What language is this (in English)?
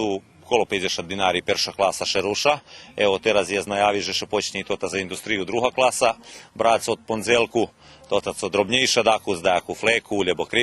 Rusyn